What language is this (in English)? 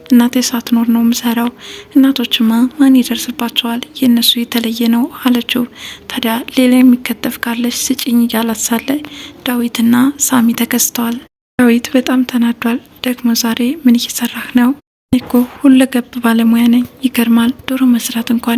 Amharic